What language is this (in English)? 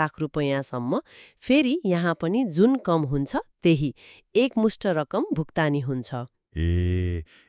Nepali